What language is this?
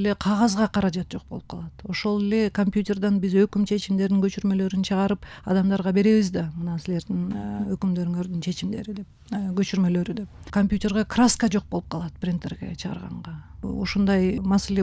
Kyrgyz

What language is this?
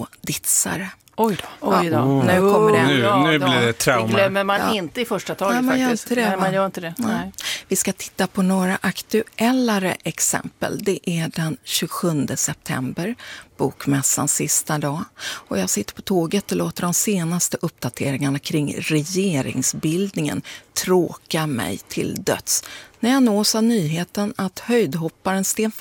Swedish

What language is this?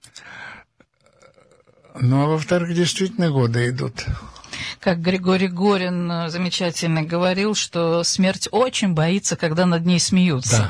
Russian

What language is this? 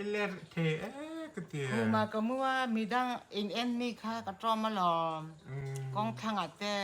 Mizo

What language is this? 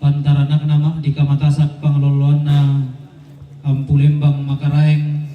Toraja-Sa'dan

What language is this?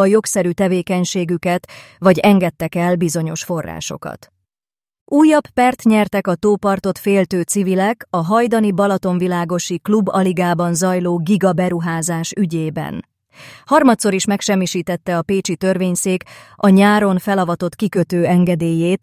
Hungarian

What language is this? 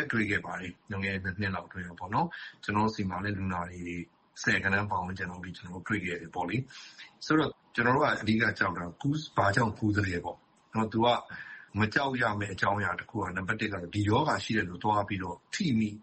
Burmese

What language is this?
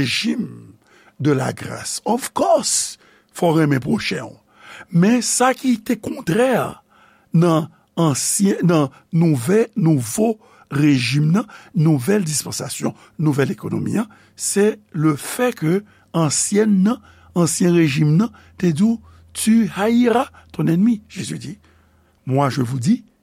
Haitian Creole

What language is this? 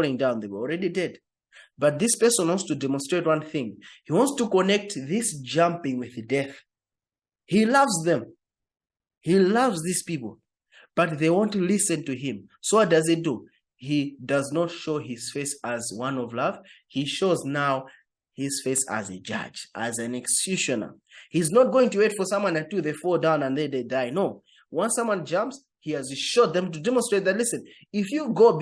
English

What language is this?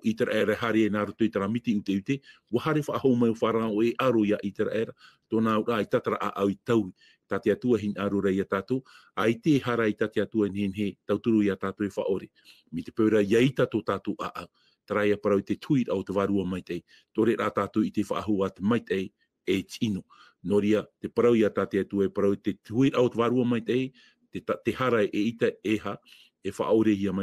Tahitian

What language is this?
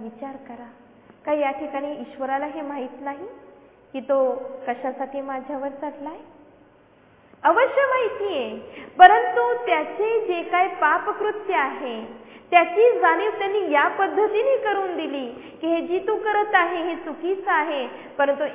Marathi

